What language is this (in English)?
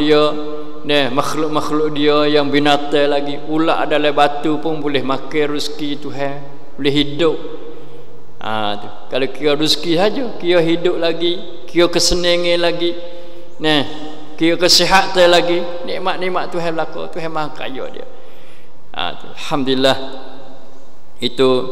Malay